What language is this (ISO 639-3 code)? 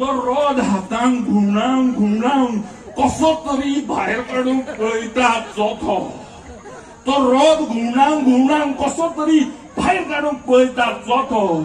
kok